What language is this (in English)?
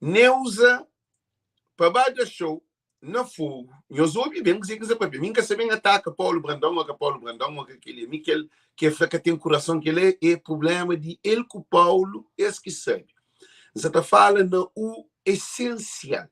Kabuverdianu